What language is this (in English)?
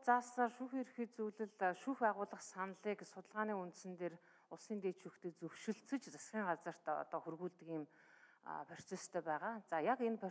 Mongolian